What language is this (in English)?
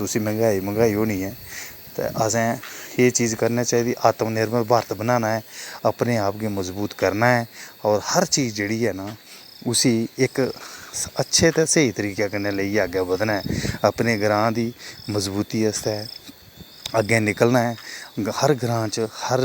Dogri